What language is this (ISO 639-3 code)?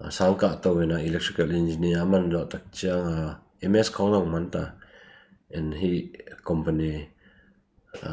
ctd